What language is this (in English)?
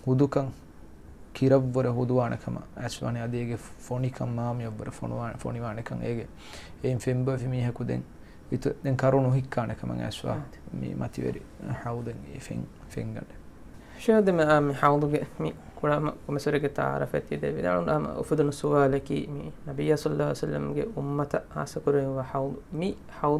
Divehi